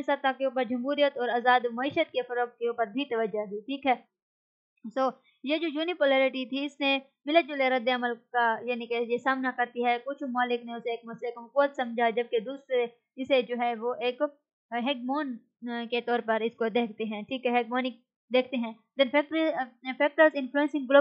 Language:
Urdu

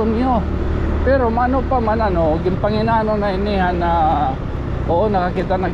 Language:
Waray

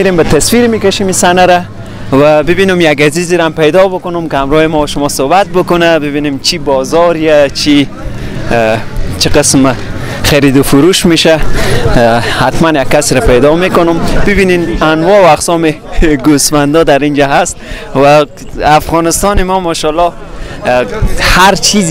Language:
Persian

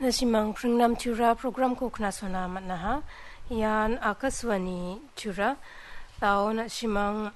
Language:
Garo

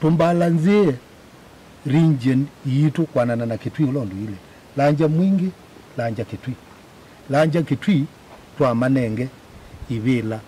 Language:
Kamba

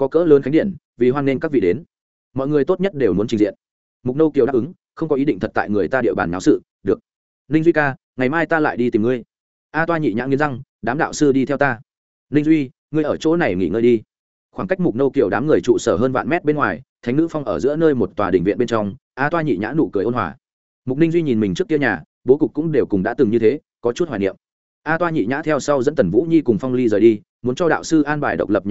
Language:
Vietnamese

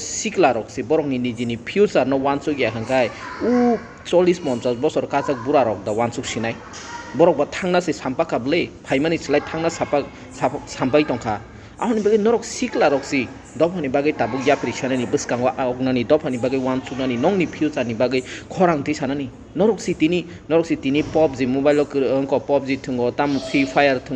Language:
Kok Borok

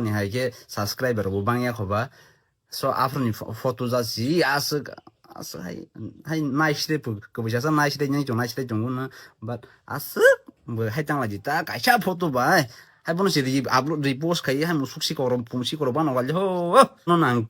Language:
Kok Borok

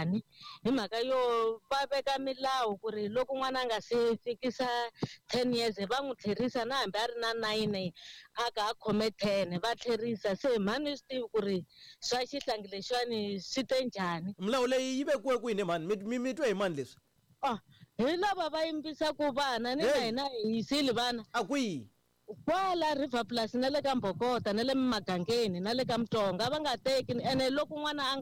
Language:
Tsonga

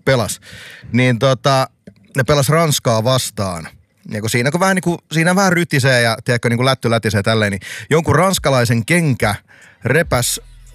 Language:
Finnish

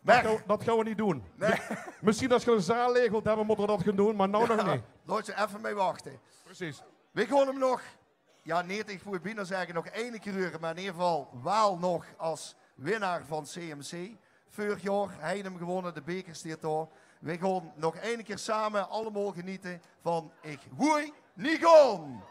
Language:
Limburgish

